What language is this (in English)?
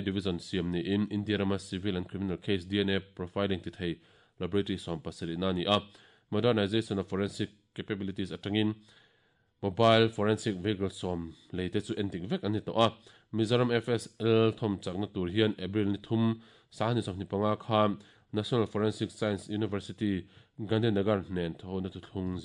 Mizo